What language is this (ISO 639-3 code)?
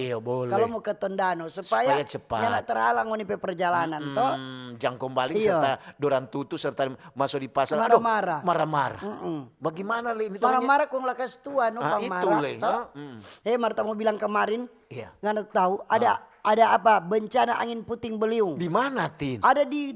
xmm